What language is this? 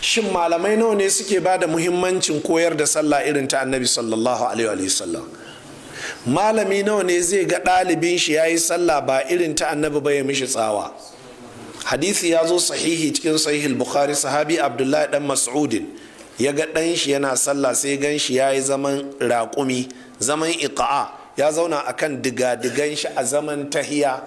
Hausa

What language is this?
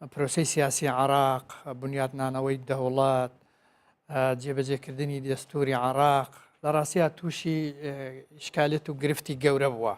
Central Kurdish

